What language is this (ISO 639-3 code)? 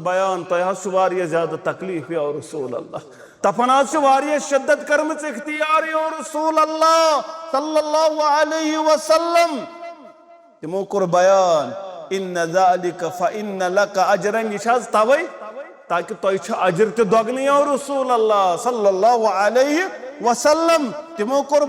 kas